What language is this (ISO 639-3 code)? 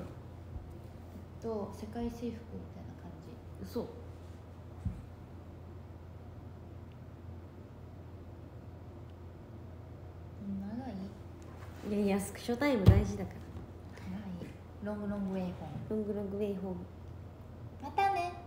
jpn